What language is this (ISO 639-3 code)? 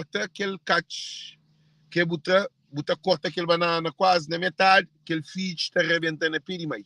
kea